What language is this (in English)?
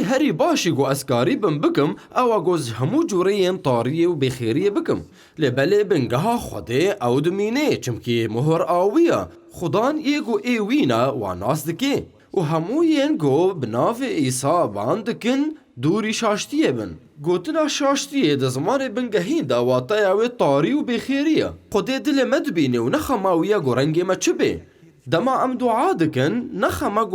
Kurdish